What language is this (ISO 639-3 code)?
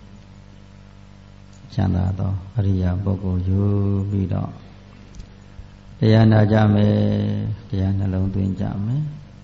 mya